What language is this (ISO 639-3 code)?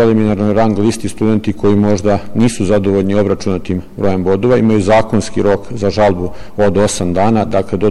srp